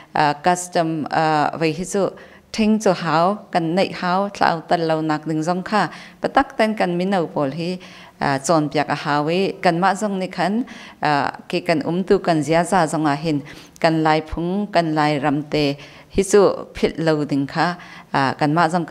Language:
Hakha Chin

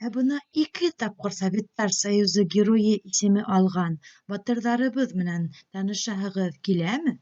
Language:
Bashkir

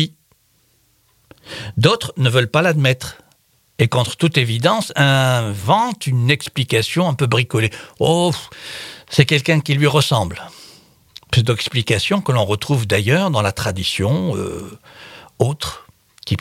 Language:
French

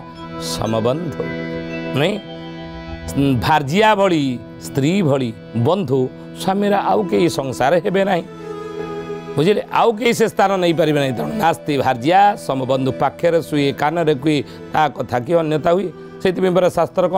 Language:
Odia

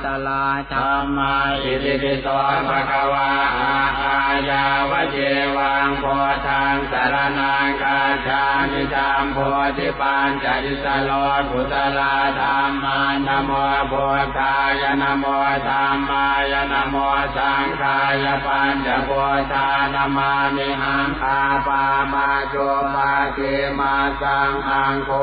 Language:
Pali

